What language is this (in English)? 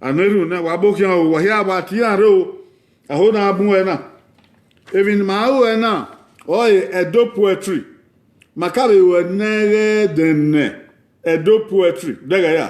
Bini